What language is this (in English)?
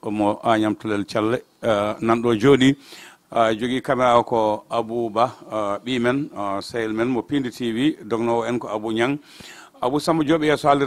Fula